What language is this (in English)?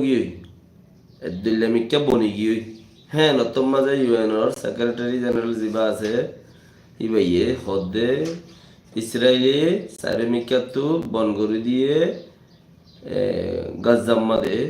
Rohingya